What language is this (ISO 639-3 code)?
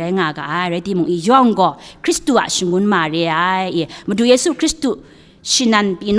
kac